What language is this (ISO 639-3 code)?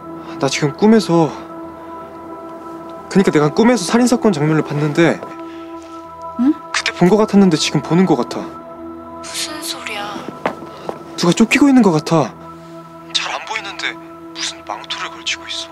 kor